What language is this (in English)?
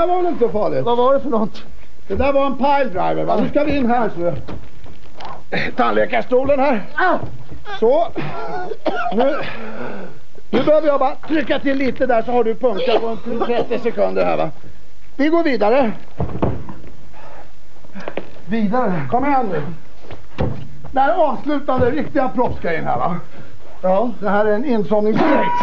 Swedish